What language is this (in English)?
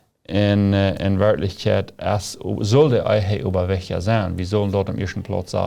Plautdietsch